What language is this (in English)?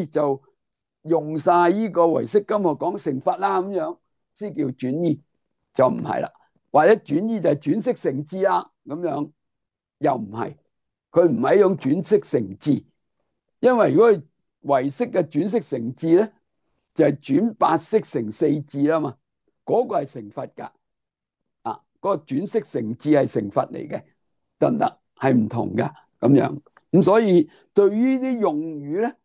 Cantonese